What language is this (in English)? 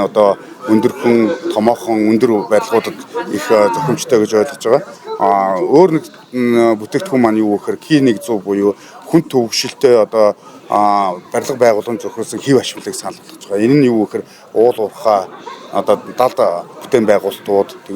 Mongolian